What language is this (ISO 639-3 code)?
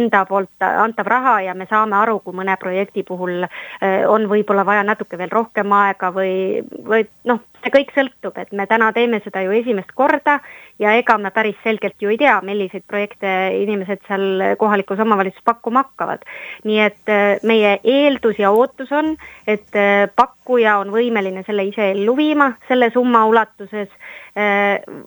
est